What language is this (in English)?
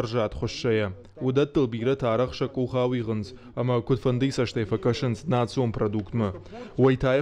Ossetic